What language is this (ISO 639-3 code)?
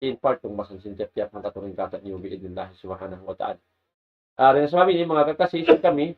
tsg